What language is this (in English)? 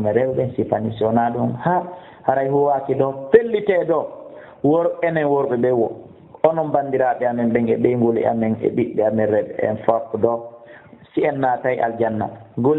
Fula